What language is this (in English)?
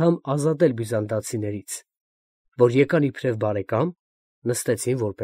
Armenian